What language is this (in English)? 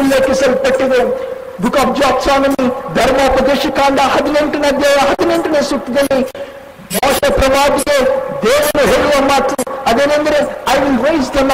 Kannada